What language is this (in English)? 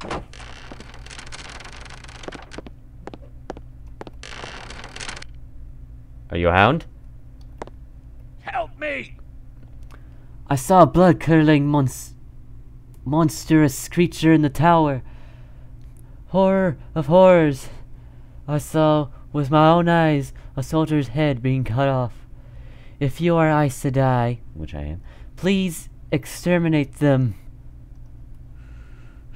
English